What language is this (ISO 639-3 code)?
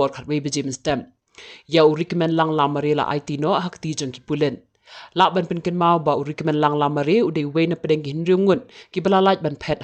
kha